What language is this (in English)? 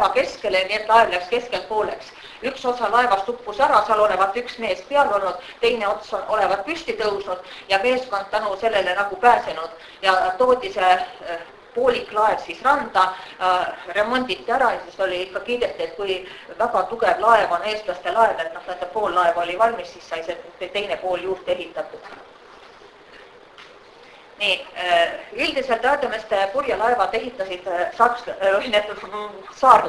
Estonian